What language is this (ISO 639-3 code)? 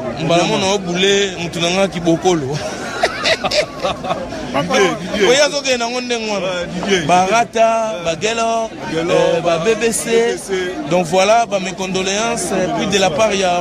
lin